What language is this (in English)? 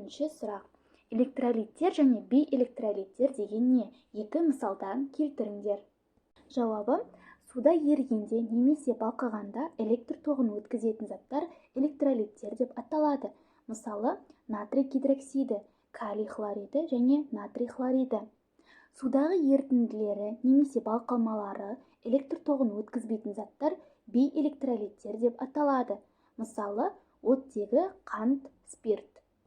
Kazakh